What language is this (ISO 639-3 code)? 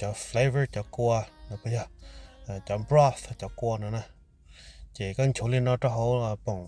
hmn